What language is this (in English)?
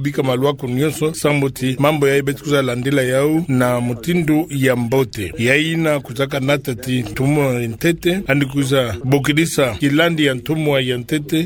Kituba (Democratic Republic of Congo)